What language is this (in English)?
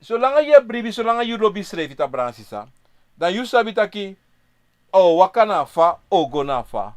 Sranan Tongo